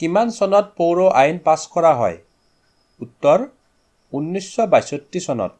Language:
Assamese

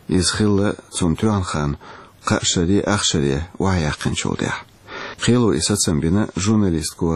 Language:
Chechen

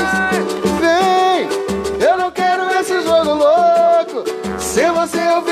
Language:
Portuguese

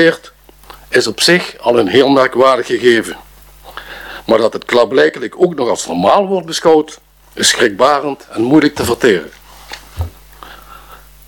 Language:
Dutch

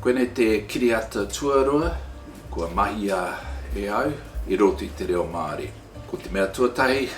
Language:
Māori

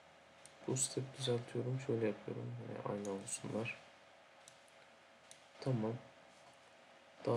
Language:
Turkish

